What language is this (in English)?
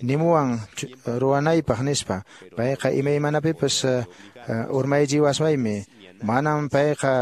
Quechua